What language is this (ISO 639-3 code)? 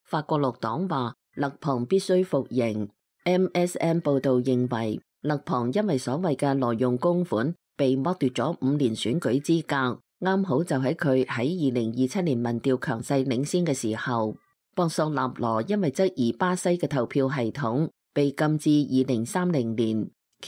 yue